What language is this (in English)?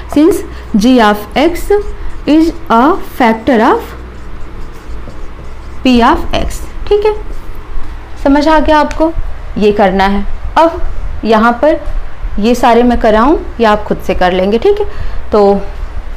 Hindi